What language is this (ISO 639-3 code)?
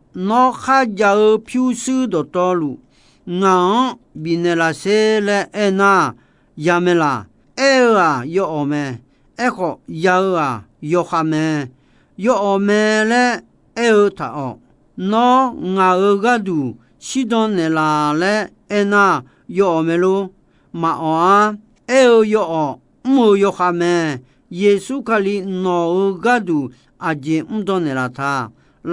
ahk